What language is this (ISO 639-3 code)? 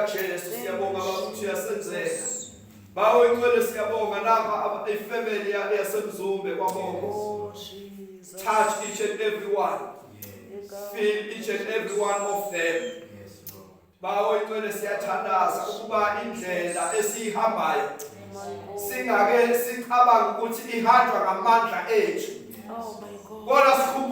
zul